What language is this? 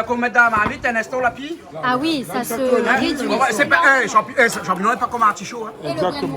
Réunion Creole French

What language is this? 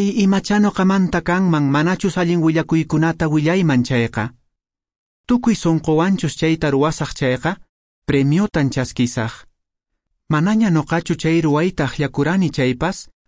Quechua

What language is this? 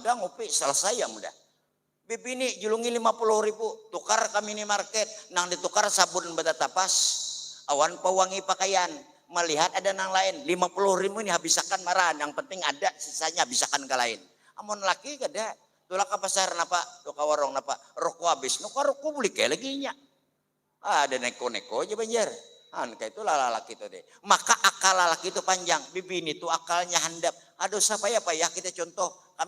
Banjar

